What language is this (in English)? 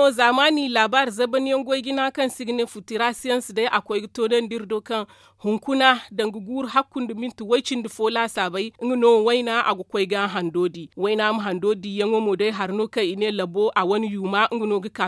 Zarma